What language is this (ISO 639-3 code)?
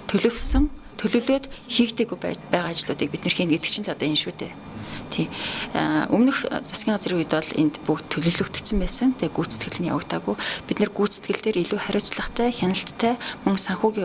mon